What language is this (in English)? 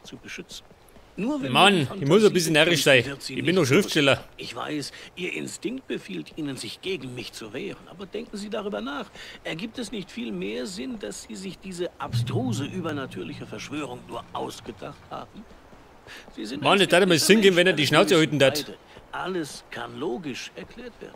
Bavarian